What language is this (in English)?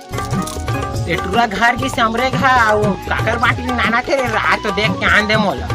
Chhattisgarhi